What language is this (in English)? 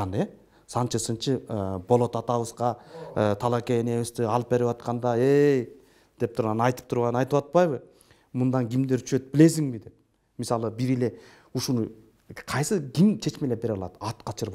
Kyrgyz